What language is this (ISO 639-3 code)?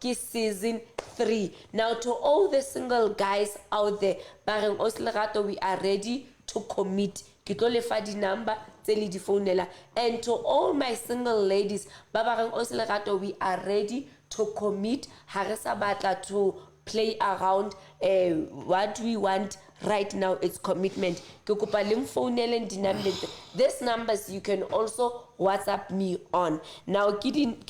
sot